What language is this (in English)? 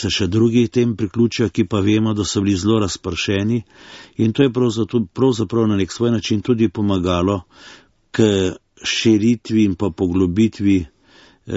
Slovenian